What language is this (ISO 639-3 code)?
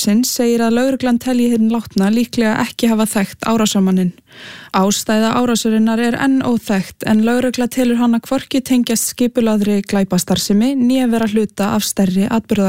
isl